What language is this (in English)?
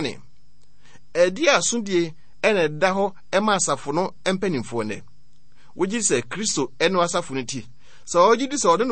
Akan